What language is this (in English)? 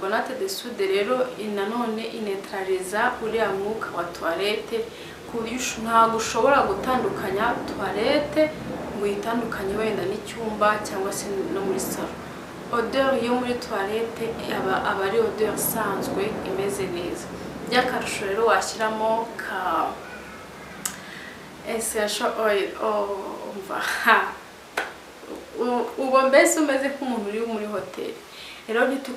Kinyarwanda